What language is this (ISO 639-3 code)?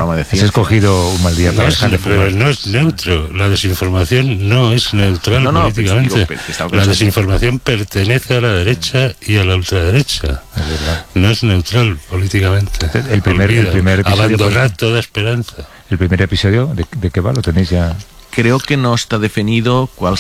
spa